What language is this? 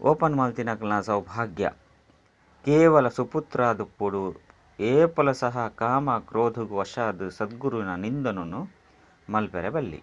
Tulu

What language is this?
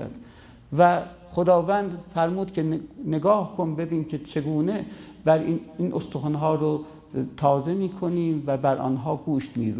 Persian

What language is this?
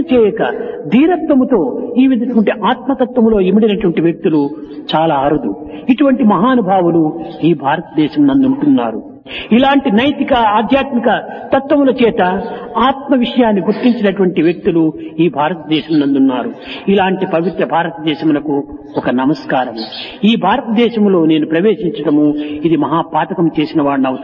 Telugu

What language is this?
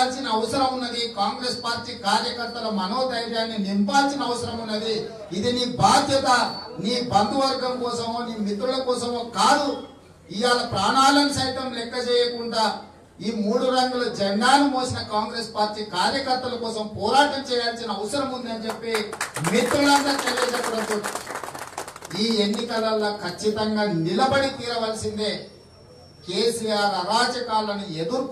Telugu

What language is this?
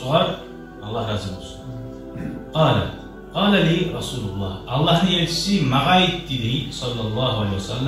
Kumyk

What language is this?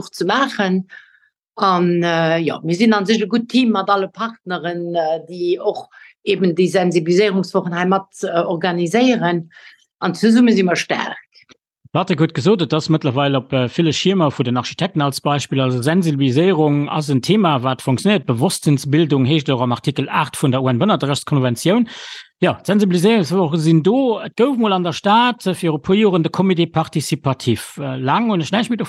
Luxembourgish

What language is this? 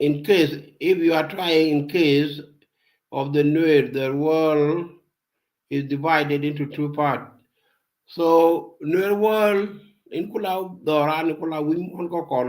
Nuer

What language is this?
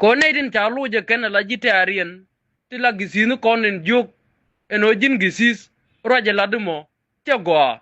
Nuer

